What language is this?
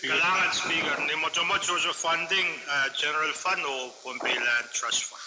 Pohnpeian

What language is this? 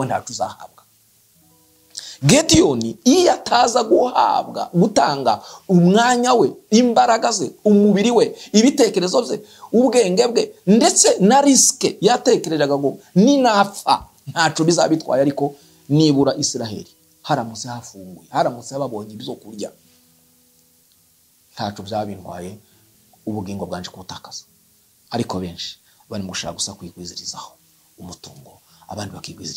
Kinyarwanda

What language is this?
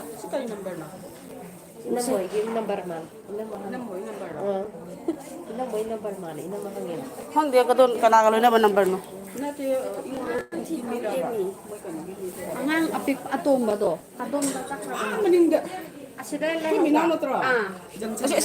Manipuri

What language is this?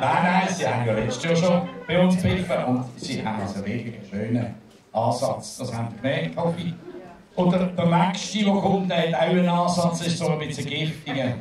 Swiss German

